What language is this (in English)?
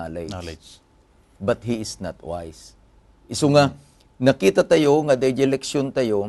Iloko